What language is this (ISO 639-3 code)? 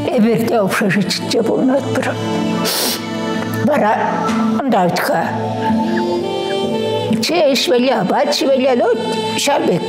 chv